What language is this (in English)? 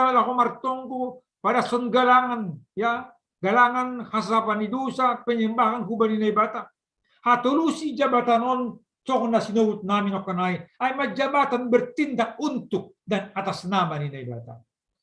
Batak Simalungun